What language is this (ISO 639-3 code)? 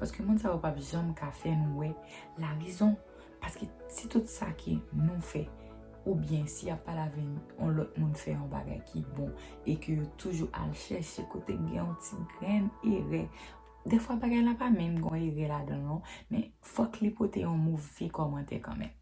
hat